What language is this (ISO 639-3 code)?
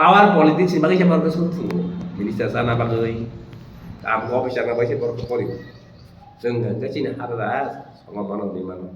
trp